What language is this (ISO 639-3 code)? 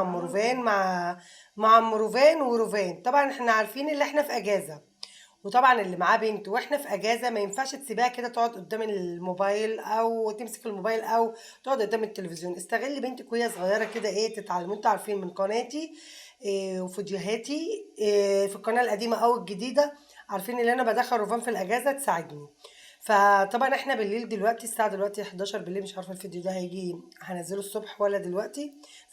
arz